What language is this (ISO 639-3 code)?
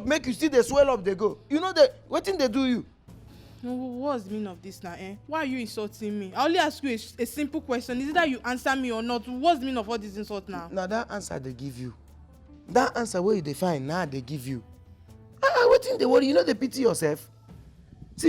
pcm